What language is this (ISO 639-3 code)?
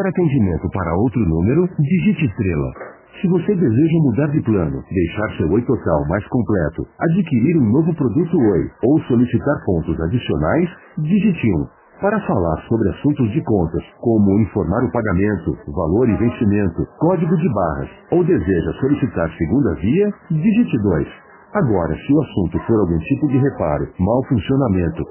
por